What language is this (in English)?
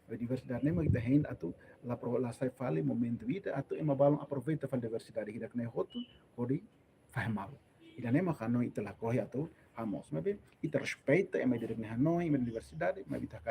Tetum